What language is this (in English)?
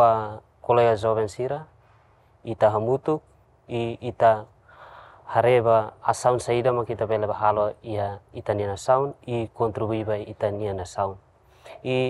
Tetum